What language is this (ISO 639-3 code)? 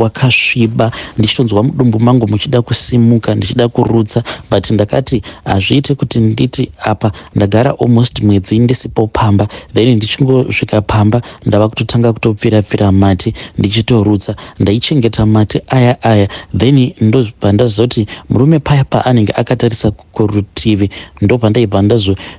sna